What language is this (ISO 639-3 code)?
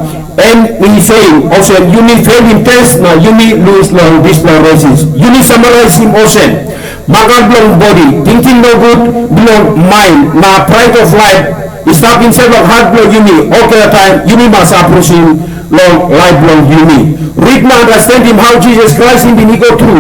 tpi